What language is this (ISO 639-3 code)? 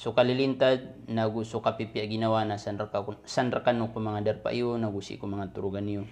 mrw